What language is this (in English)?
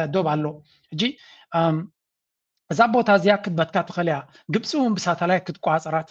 Tigrinya